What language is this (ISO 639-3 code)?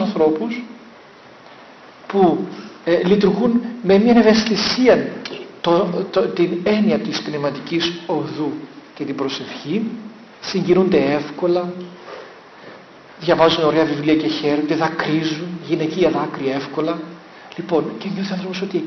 ell